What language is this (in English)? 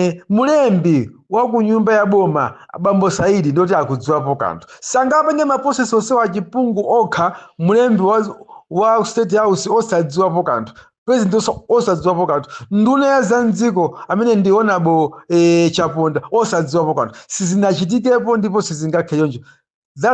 Nyanja